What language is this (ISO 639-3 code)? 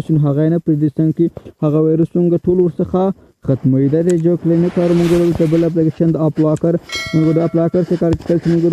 pus